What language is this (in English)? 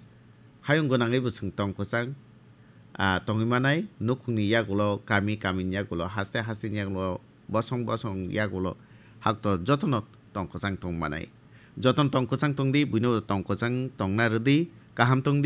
Kok Borok